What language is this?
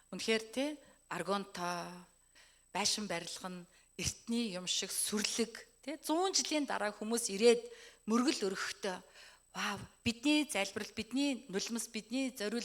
Mongolian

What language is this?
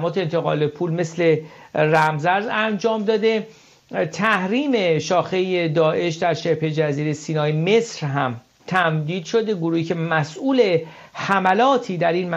Persian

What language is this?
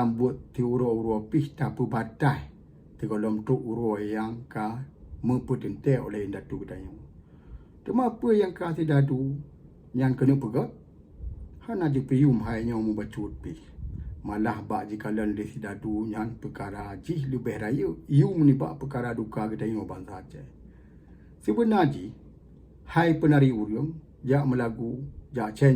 Achinese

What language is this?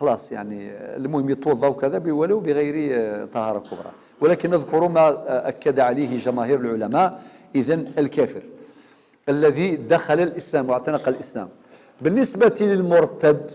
Algerian Arabic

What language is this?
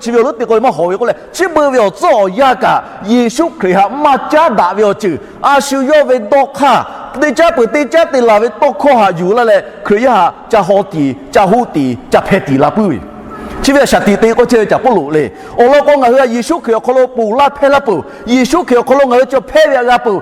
Lahu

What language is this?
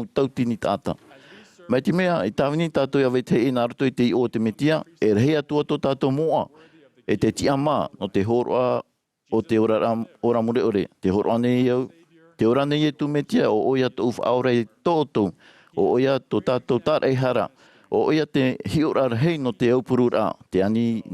Tahitian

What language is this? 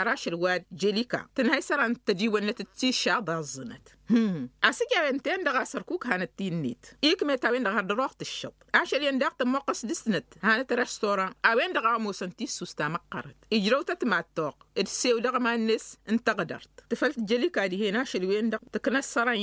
Tamasheq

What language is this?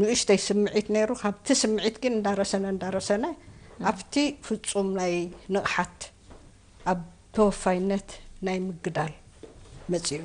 Tigrinya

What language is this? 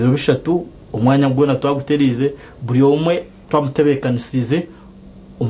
Nyankole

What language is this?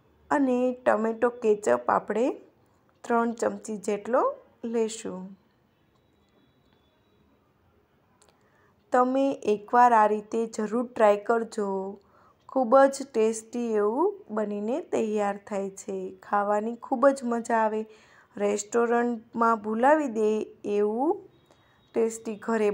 Gujarati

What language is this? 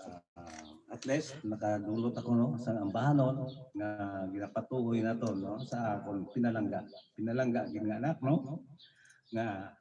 Hiligaynon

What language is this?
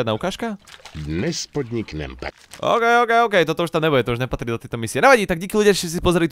Slovak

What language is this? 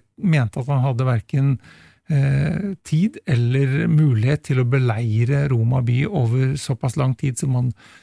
Norwegian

